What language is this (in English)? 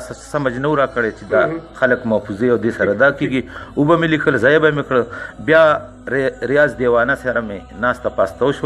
Pashto